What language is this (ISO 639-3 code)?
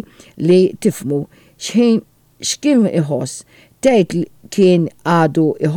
mlt